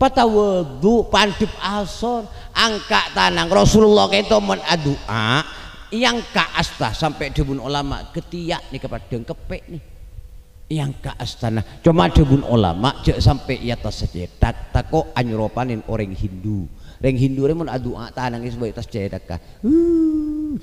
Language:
Madurese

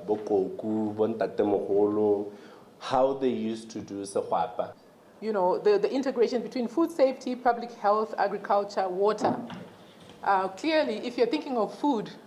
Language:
Tswana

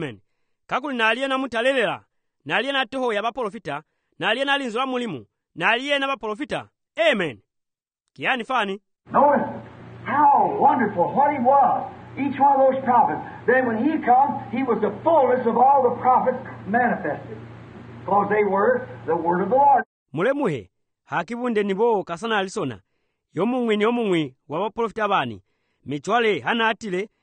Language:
Swahili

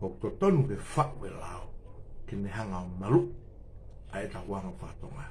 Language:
Tongan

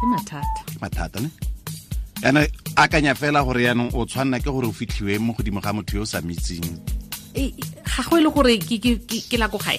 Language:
Tswana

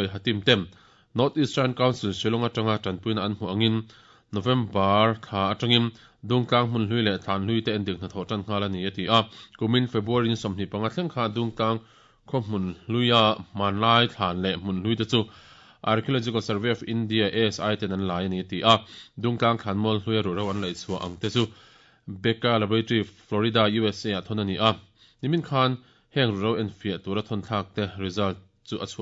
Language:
Mizo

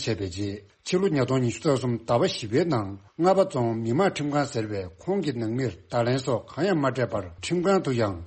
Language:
Tibetan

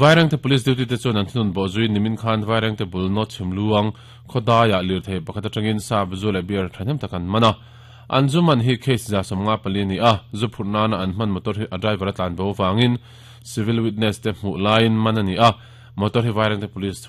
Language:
Mizo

